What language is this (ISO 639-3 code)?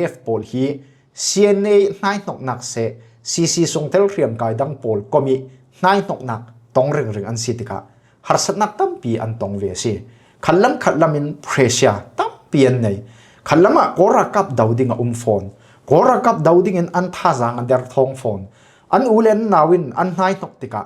cfm